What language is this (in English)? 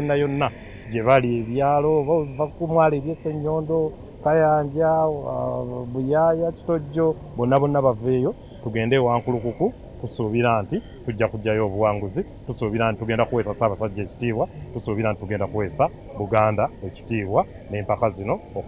Ganda